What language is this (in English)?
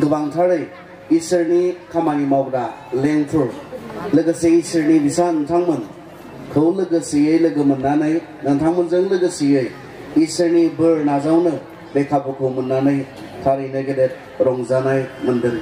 Bodo